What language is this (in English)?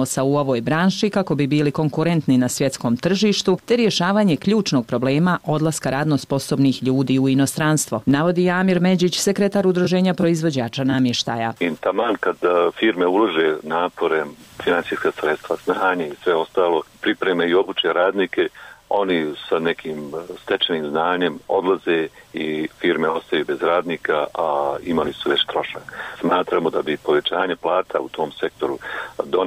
Bosnian